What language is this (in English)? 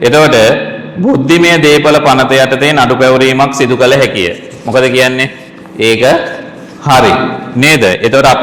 Sinhala